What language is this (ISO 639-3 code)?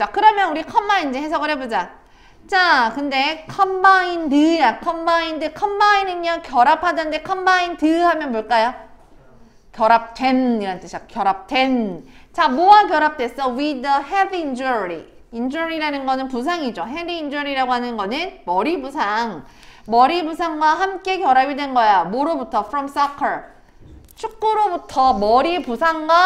kor